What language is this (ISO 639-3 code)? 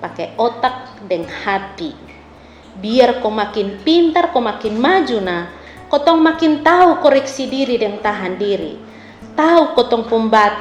mkn